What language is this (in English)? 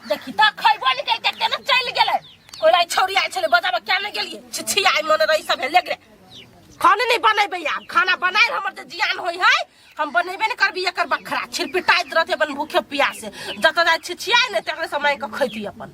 Maithili